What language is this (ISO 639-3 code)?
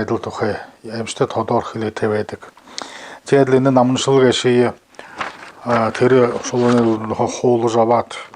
bua